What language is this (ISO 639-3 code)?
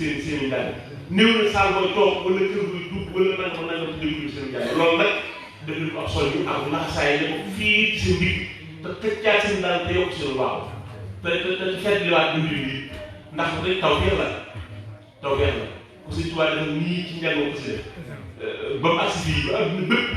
wol